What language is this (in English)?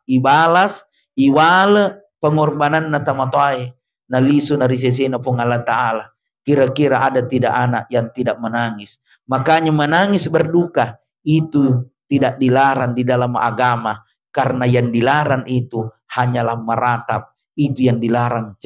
Buginese